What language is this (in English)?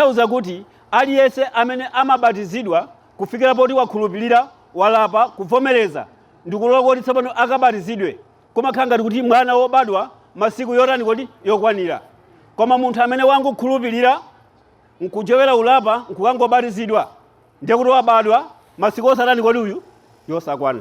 Nyanja